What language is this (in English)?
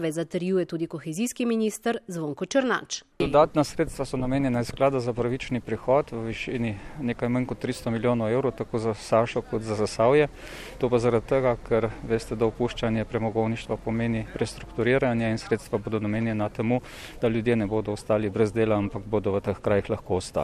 Slovenian